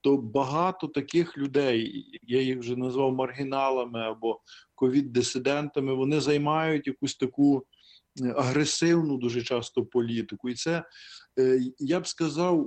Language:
Ukrainian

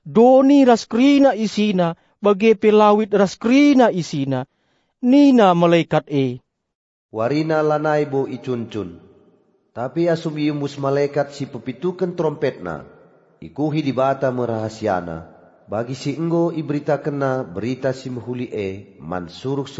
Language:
Batak Karo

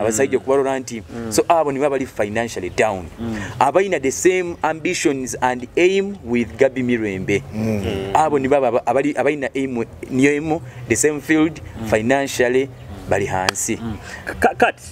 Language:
Nyoro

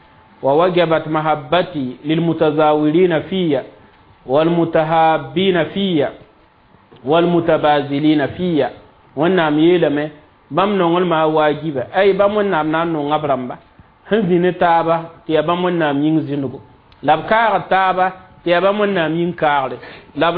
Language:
Mossi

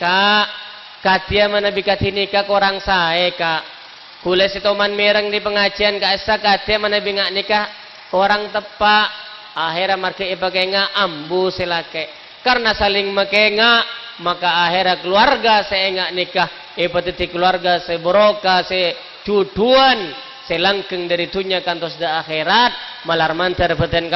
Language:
Madurese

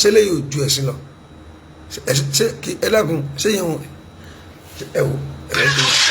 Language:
Yoruba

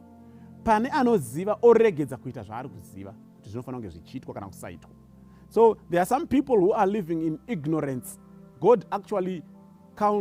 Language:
Shona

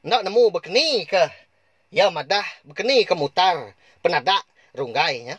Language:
Iban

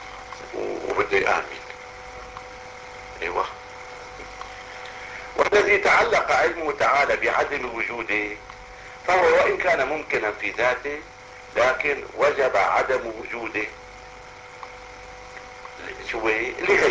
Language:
Arabic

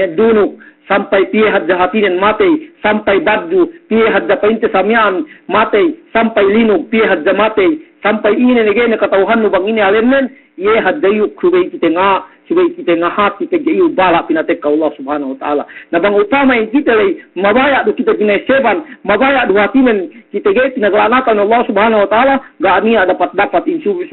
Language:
Yakan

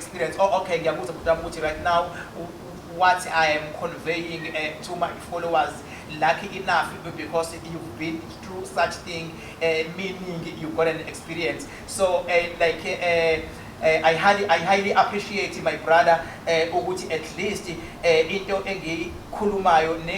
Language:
Zulu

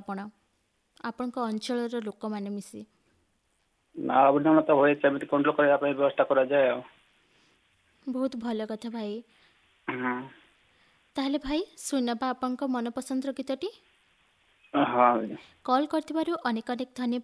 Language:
Odia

